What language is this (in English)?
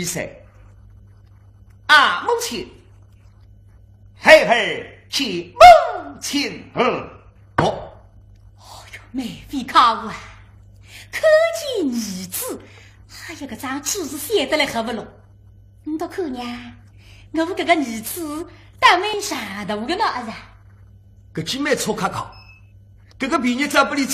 Wu Chinese